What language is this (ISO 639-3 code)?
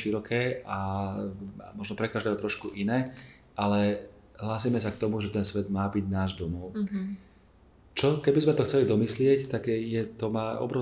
slk